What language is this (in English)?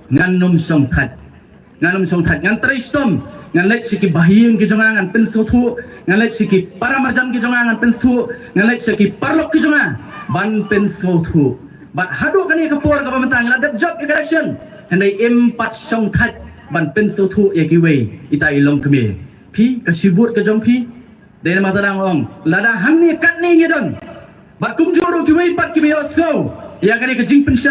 Khasi